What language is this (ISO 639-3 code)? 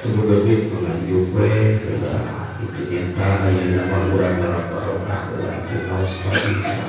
sun